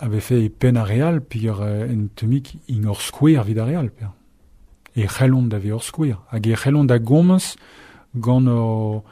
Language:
Breton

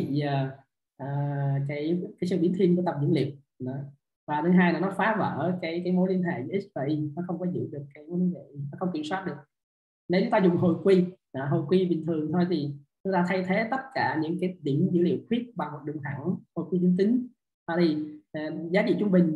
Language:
Vietnamese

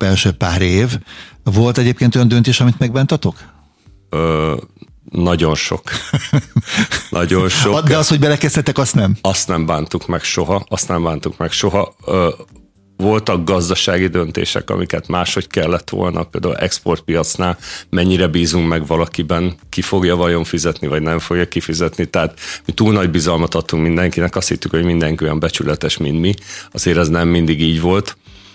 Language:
Hungarian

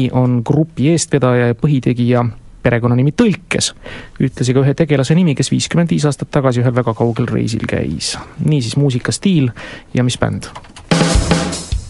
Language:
Estonian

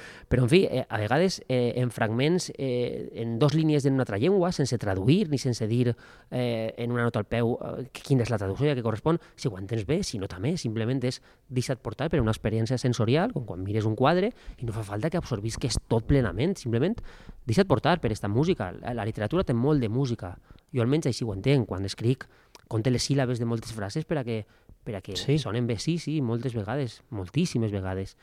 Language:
Catalan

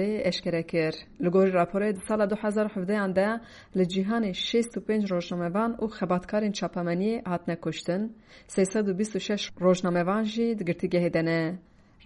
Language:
Kurdish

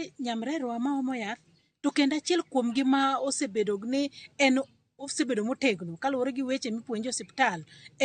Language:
Luo (Kenya and Tanzania)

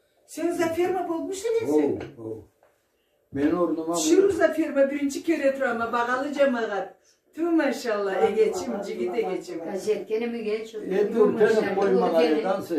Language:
Karachay-Balkar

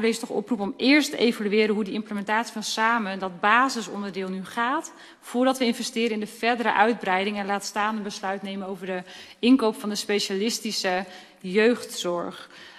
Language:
Dutch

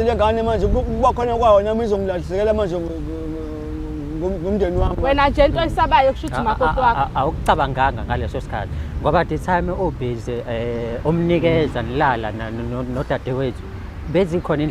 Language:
Zulu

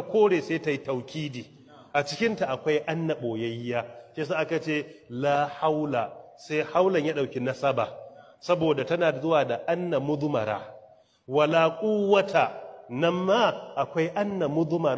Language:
Hausa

